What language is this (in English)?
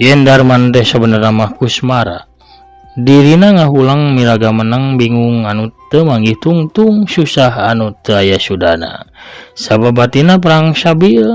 Sundanese